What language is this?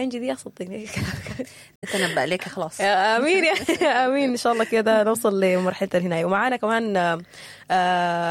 Sudanese Arabic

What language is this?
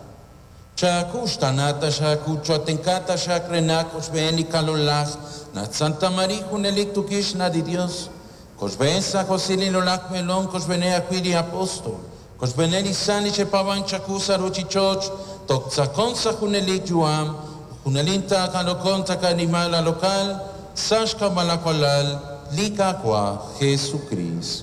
Kekchí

